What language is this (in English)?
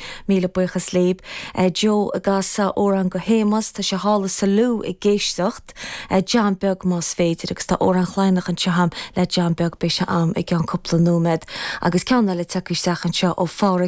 Irish